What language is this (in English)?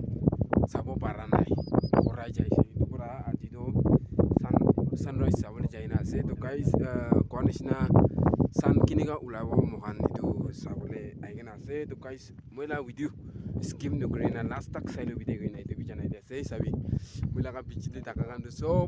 Naga Pidgin